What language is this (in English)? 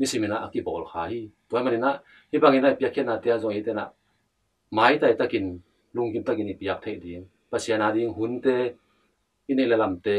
Tedim Chin